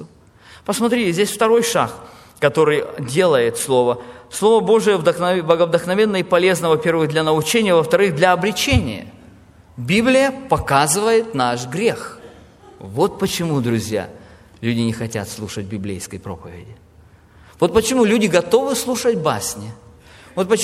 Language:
Russian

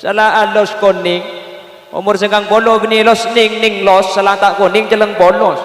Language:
Madurese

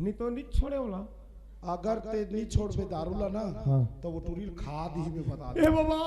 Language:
Chhattisgarhi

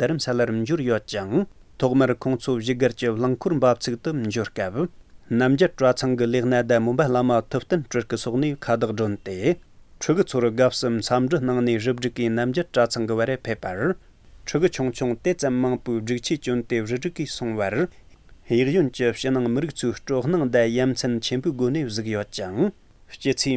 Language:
Tibetan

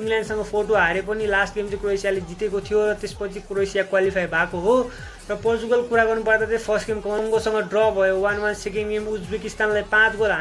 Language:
Nepali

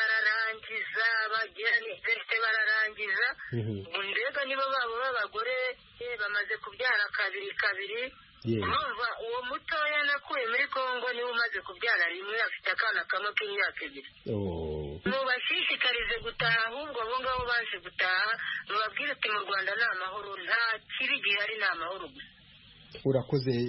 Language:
Kinyarwanda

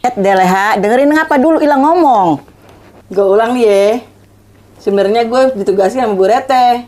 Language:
Betawi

